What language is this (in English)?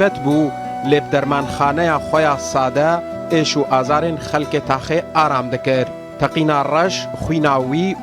Kurdish